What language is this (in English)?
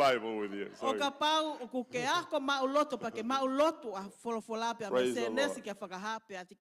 Tongan